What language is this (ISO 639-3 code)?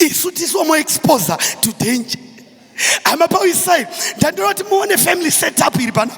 sna